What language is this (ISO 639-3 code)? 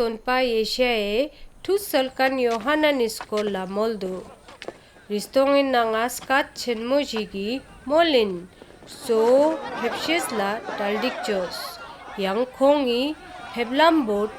lbj